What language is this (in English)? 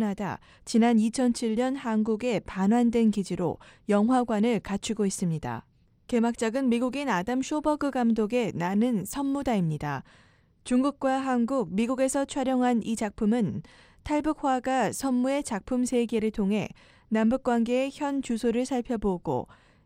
Korean